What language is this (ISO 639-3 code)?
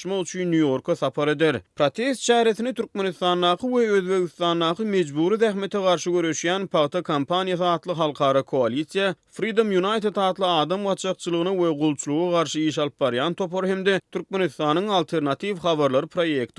tuk